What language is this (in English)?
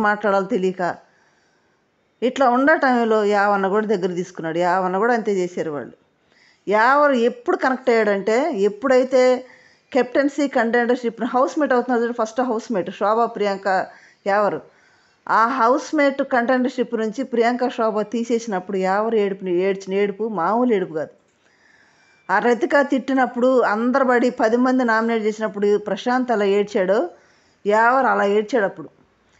Telugu